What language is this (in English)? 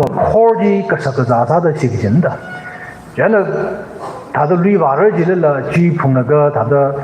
Tangkhul Naga (India)